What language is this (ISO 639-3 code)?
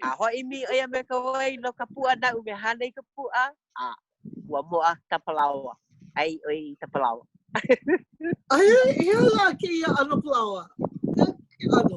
haw